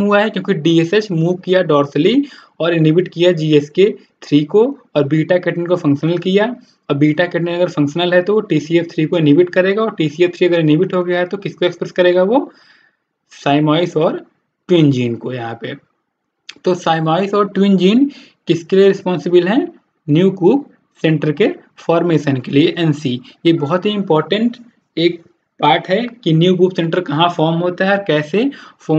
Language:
Hindi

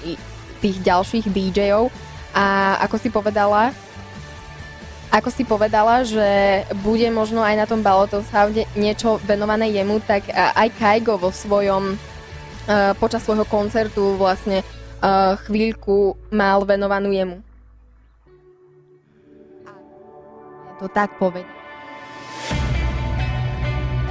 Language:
Slovak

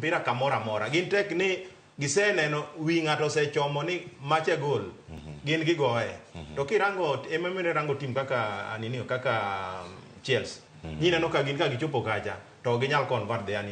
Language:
Luo (Kenya and Tanzania)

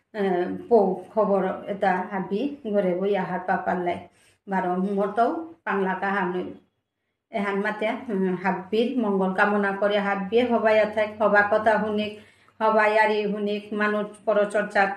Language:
Bishnupriya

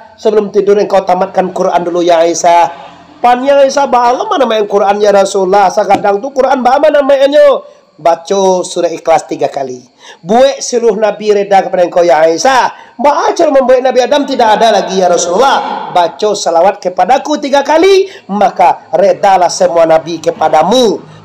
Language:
Minangkabau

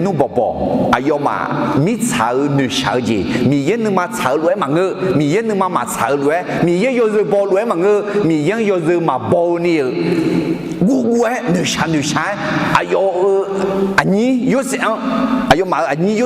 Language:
Akha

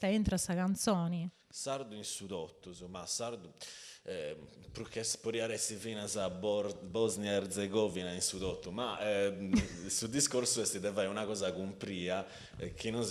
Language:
Sardinian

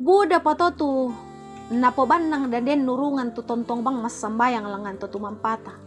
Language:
Toraja-Sa'dan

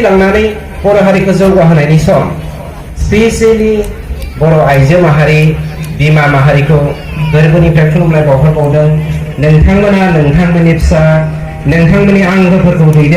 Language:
Bodo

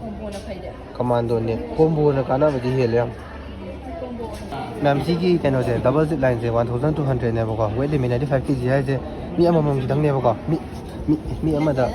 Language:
Manipuri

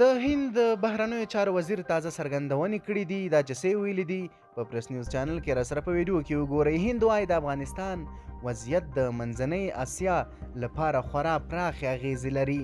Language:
Pashto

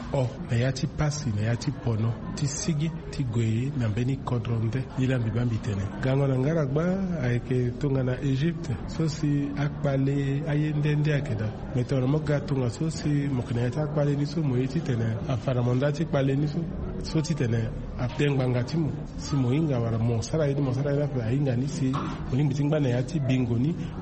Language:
Swahili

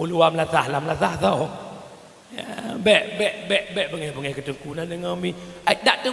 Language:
Achinese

